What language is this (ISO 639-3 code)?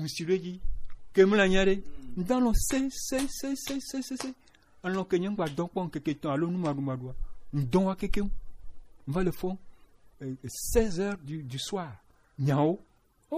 gej